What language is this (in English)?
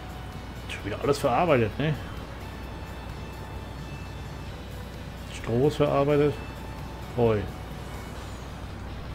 German